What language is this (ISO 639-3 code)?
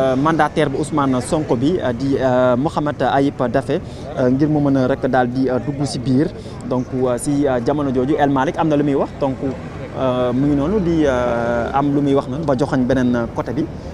wol